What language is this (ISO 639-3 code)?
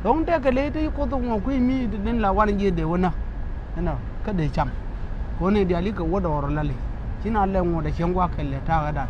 nus